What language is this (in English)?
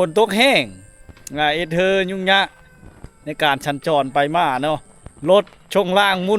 Lao